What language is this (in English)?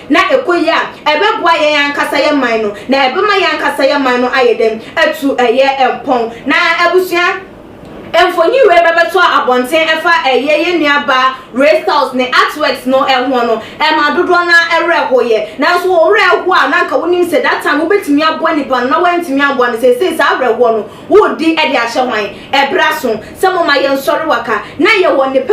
Akan